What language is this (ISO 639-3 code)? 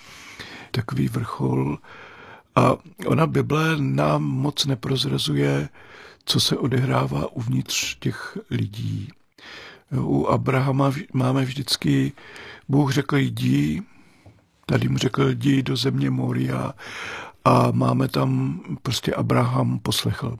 ces